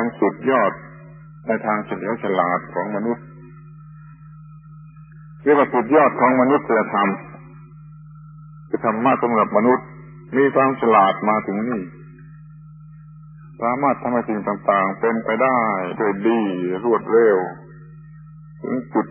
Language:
Thai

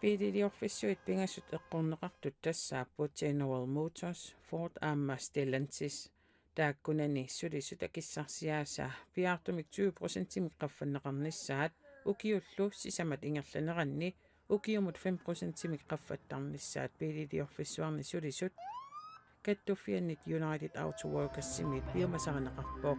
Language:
Kalaallisut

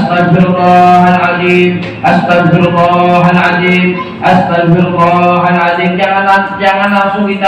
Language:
Betawi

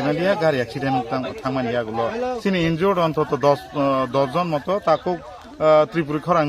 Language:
Kok Borok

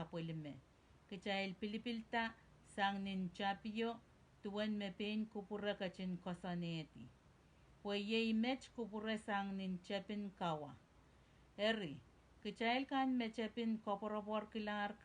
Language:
Pohnpeian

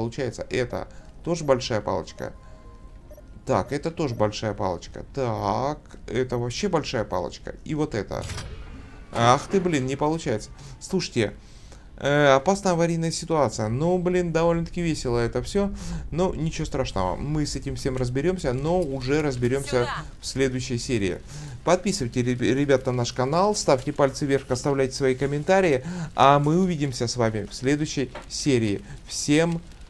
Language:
Russian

